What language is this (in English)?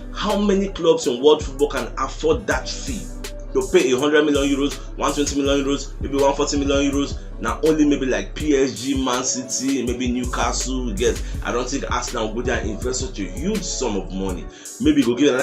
Nigerian Pidgin